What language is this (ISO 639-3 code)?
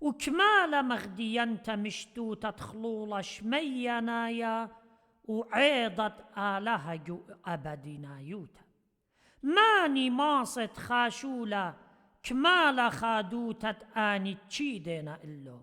aii